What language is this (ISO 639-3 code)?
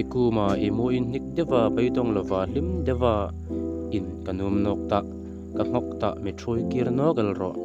hmr